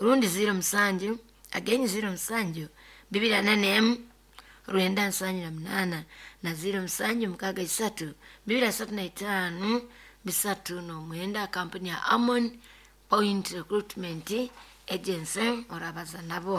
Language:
Nyoro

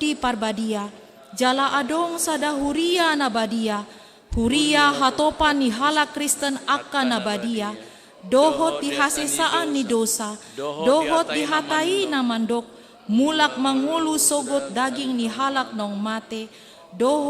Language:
Batak Toba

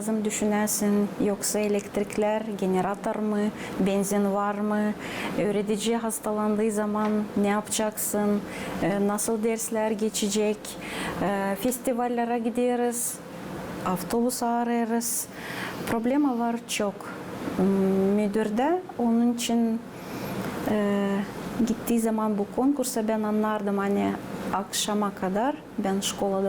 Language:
Gagauz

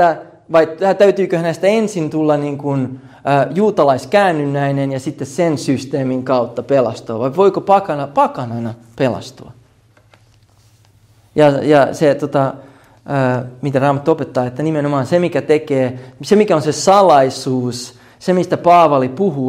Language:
Finnish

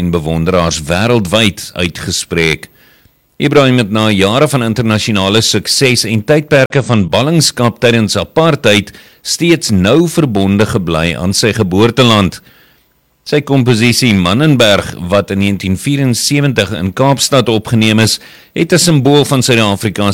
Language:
Afrikaans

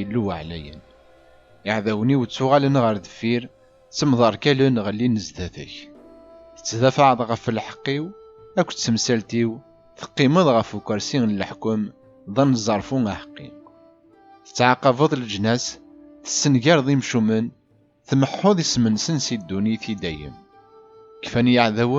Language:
Kabyle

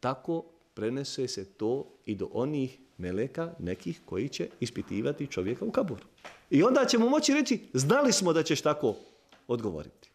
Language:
Bosnian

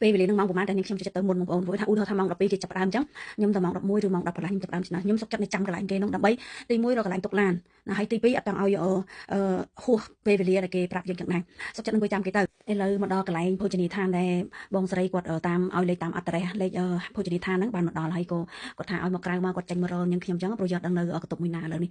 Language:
Khmer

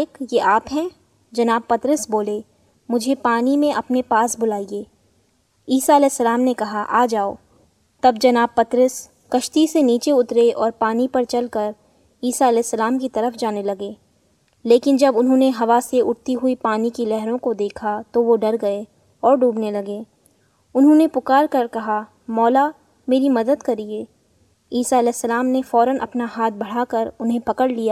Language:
Urdu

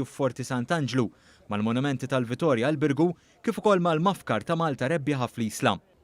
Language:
Maltese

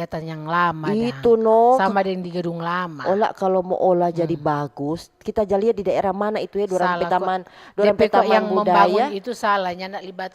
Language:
Manado Malay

